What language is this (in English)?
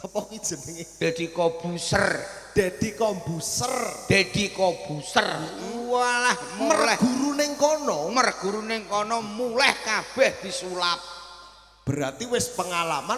Javanese